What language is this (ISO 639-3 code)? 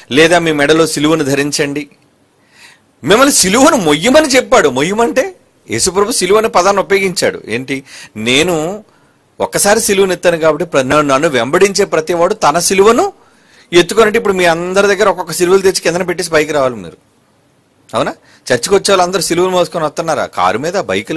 tel